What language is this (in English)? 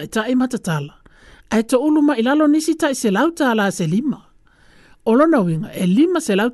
Samoan